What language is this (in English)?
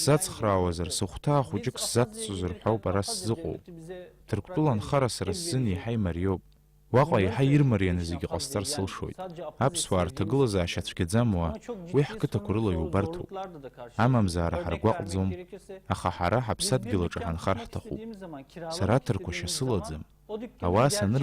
Abkhazian